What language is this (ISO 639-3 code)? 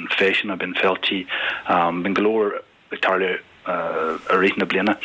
gle